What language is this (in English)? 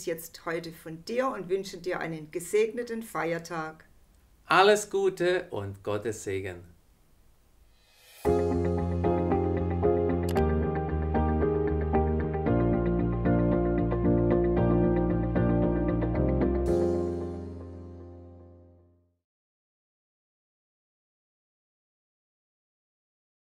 German